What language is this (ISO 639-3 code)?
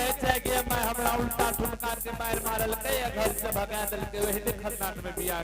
anp